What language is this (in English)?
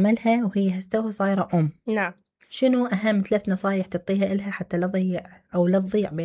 Mesopotamian Arabic